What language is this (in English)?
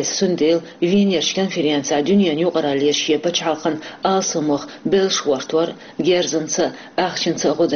Chechen